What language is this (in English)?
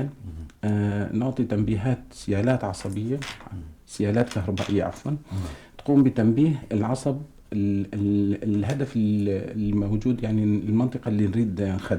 North Levantine Arabic